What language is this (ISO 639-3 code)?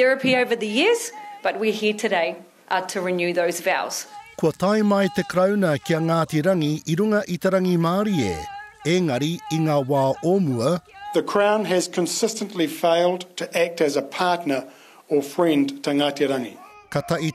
mri